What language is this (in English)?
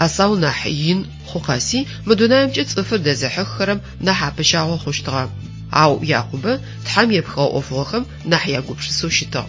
Adyghe